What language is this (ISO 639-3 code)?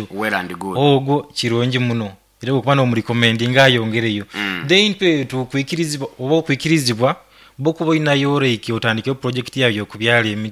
nyo